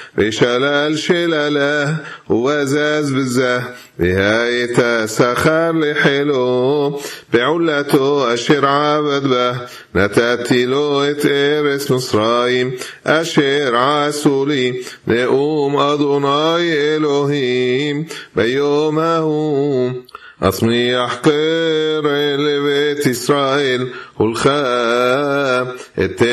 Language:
Hebrew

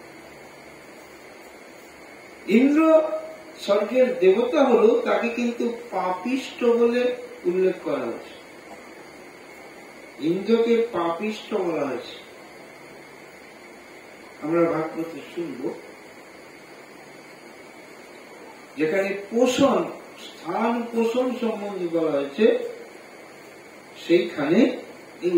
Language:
Bangla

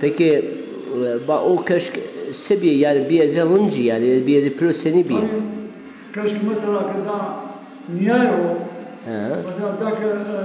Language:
Zaza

